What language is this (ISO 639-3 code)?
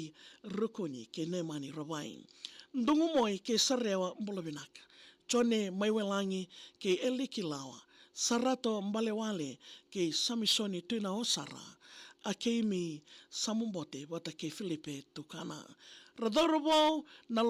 fij